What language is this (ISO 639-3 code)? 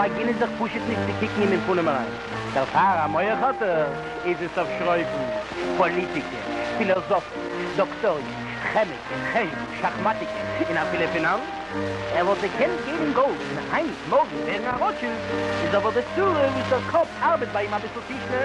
yid